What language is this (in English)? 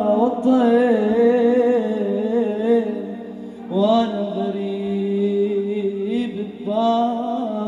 Arabic